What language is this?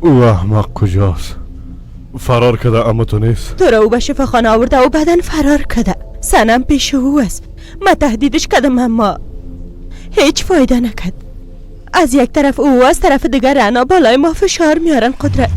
Persian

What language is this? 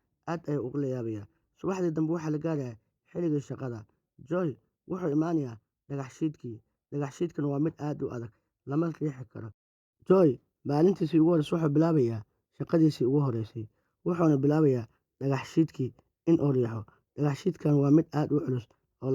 Somali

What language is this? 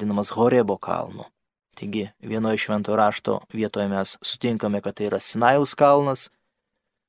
Lithuanian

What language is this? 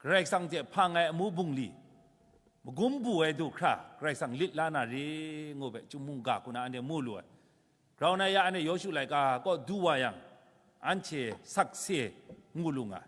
Kachin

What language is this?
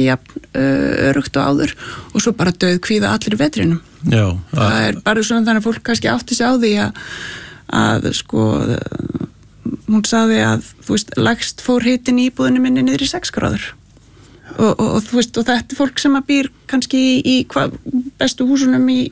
Icelandic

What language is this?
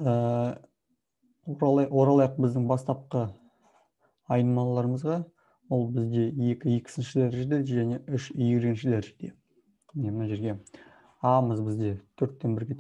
Kazakh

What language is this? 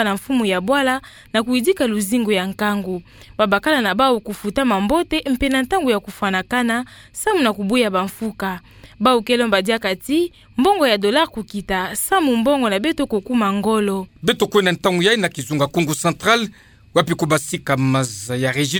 Kituba (Democratic Republic of Congo)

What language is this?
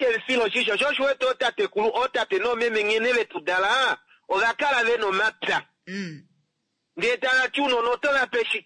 Kuanyama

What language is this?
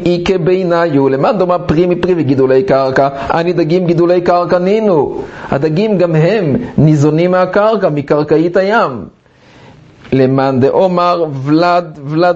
Hebrew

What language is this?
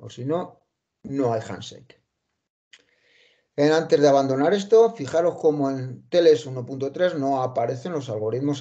Spanish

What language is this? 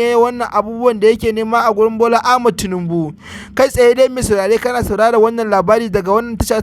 Hausa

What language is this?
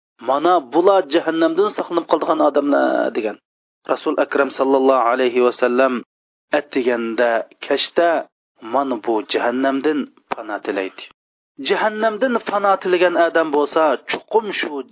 Uyghur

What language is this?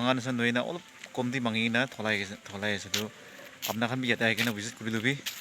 Naga Pidgin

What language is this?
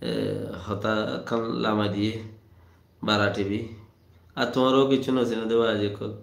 Rohingya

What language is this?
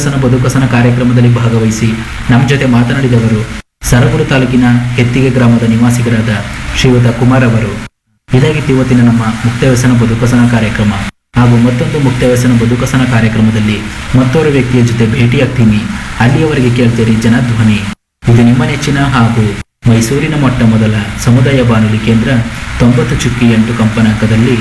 Kannada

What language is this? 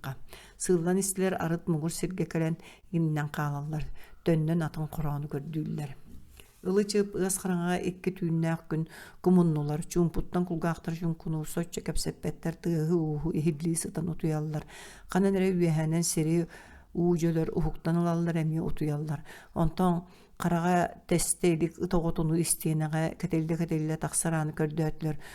Yakut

